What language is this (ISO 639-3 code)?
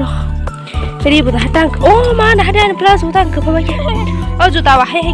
trp